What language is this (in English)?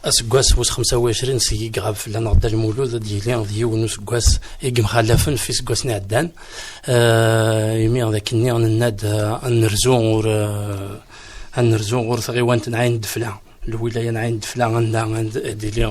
Kabyle